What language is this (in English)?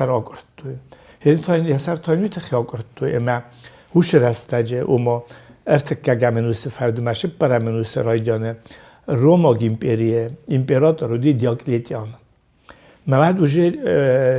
Ossetic